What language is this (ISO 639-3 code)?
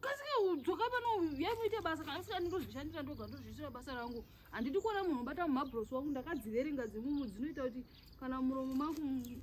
sna